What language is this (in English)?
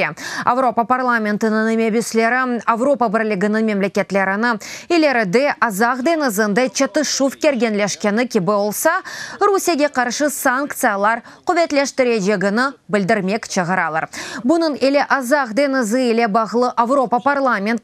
Crimean Tatar